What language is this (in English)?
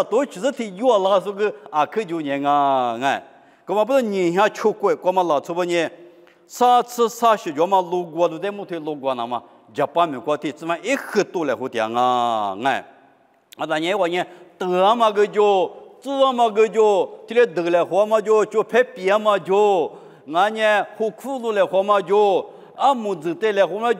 Lisu